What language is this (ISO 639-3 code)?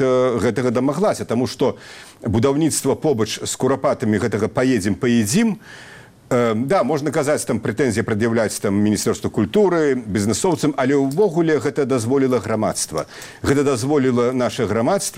bel